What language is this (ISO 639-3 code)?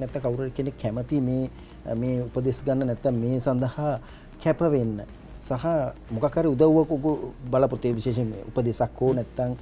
sin